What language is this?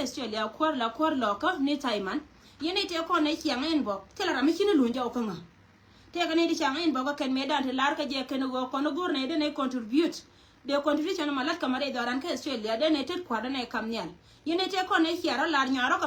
Nuer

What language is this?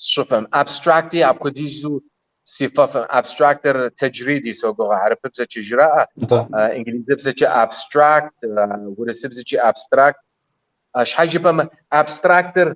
Kabardian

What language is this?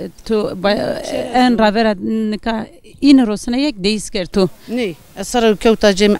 Zaza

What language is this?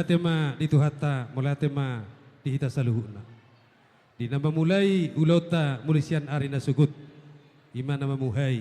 Batak Toba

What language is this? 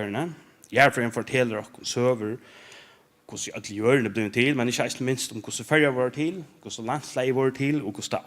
Faroese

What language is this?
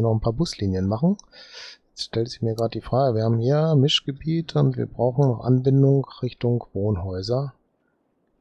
German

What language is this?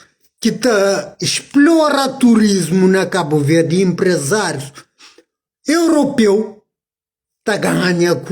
Kabuverdianu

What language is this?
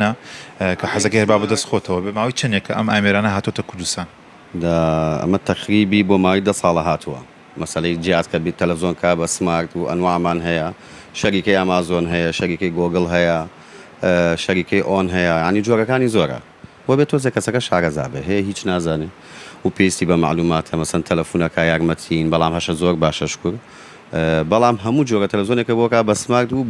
Central Kurdish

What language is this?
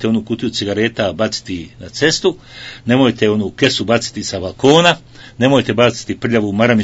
Bosnian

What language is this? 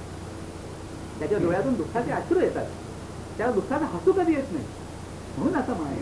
Marathi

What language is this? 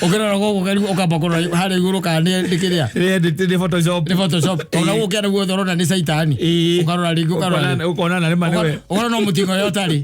Kikuyu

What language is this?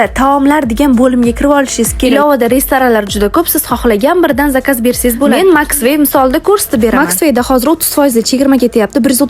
Uzbek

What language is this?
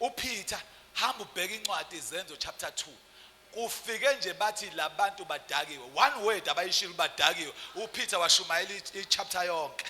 Zulu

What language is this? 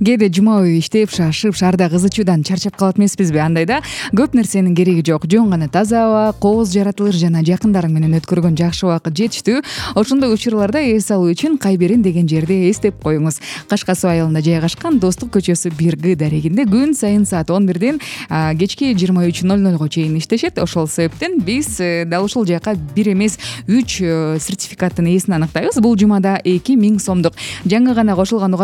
Kyrgyz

